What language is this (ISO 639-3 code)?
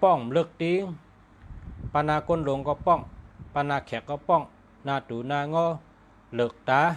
shn